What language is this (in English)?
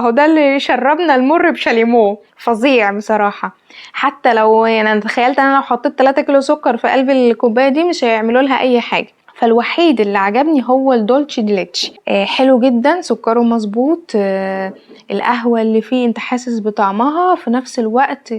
Egyptian Arabic